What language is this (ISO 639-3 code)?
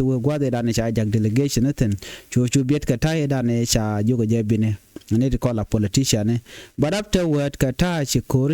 nus